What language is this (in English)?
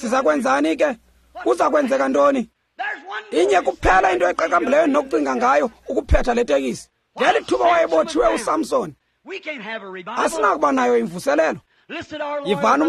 Xhosa